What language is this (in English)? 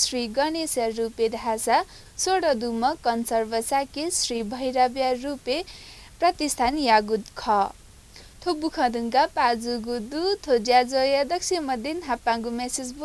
Newari